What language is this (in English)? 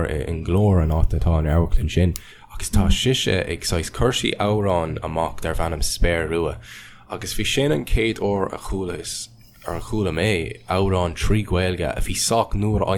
Irish